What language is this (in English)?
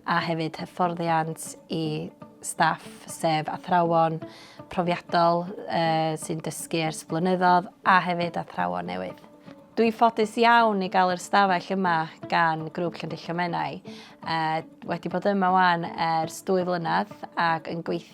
Welsh